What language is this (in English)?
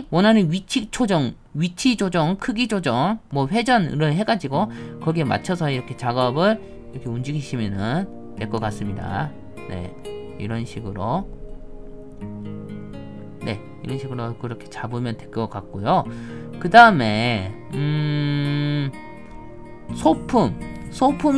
Korean